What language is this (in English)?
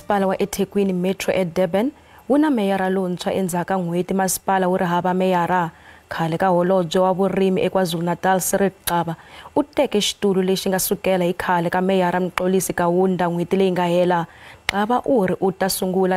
Tsonga